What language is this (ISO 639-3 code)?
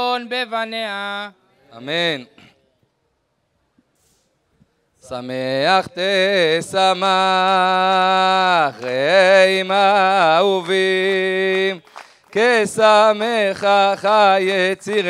heb